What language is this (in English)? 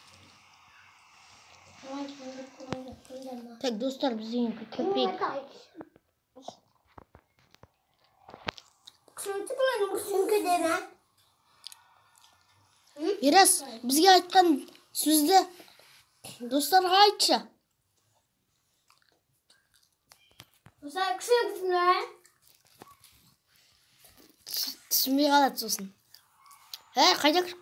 Kazakh